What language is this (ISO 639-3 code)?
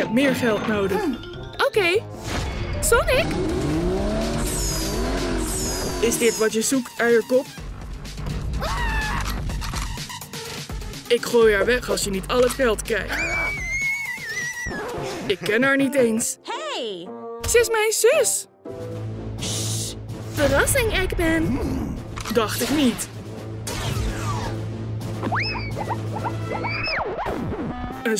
nld